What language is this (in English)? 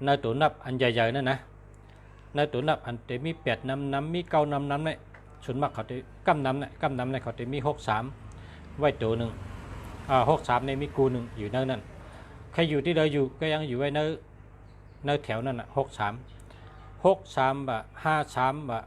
Shan